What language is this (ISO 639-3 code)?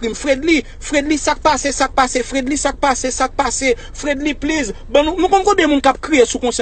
hat